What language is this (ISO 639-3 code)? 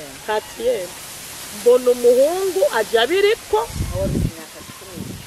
run